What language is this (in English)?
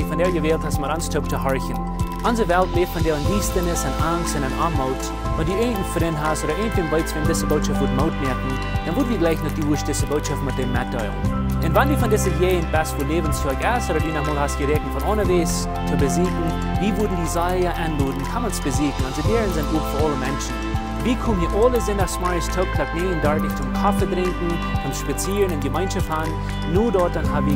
Plautdietsch